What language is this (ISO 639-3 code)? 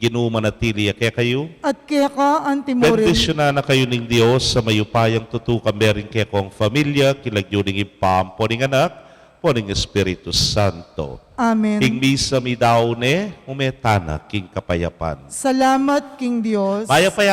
pam